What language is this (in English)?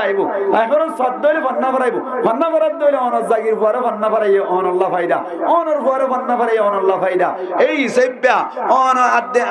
Rohingya